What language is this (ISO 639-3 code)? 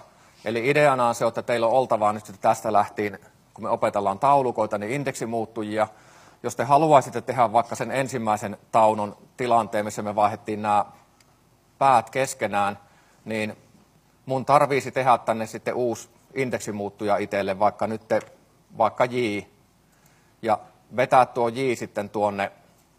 fin